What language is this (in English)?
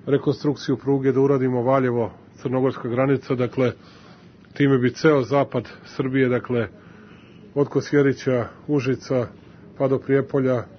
Serbian